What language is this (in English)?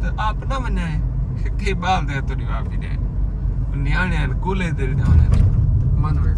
Saraiki